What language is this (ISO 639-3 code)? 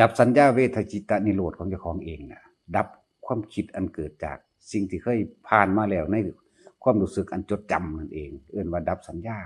tts